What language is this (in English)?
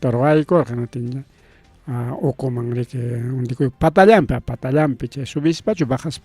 Ayacucho Quechua